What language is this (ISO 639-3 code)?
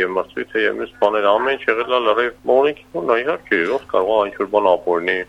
hye